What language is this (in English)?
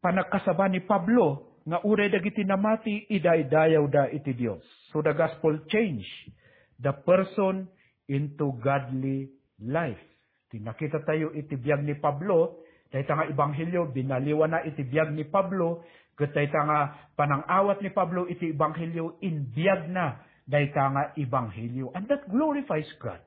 Iloko